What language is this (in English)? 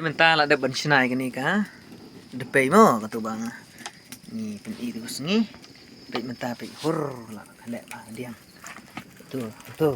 Khasi